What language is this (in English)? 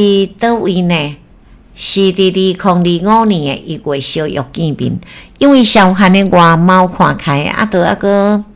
Min Nan Chinese